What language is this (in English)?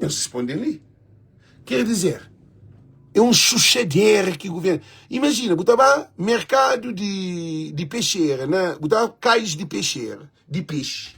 Kabuverdianu